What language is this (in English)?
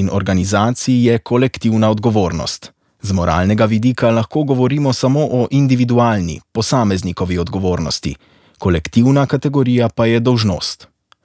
Slovenian